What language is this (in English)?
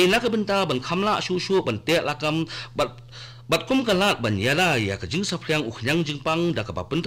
Khasi